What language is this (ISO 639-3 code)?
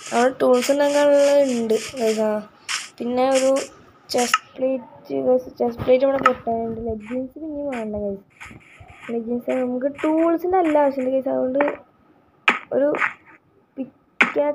mal